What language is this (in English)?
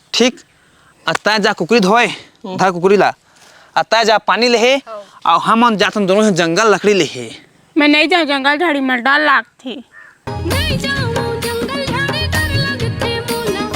Chhattisgarhi